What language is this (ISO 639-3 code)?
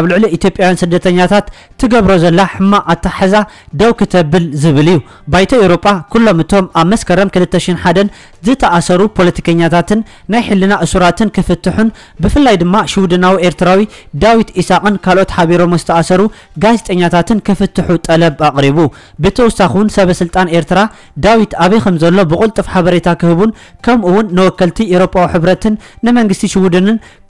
tir